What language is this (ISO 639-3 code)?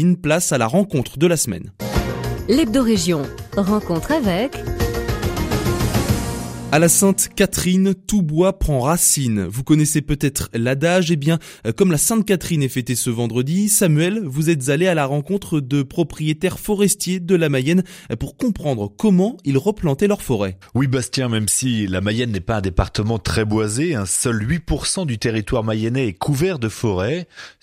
fra